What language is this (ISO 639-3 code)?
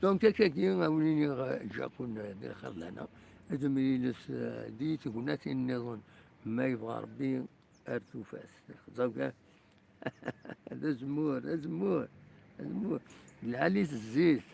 kab